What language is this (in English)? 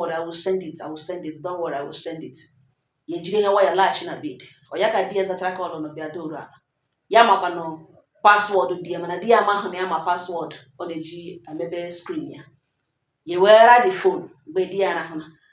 Igbo